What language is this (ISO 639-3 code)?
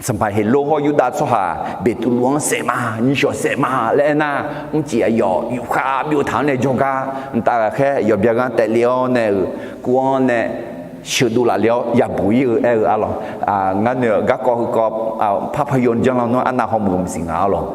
ahk